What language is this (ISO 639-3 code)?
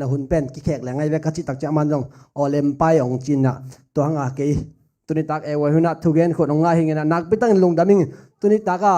ctd